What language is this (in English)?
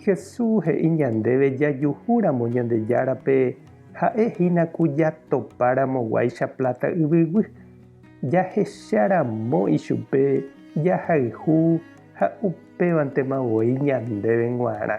Guarani